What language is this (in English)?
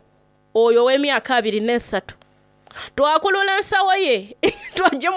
Soga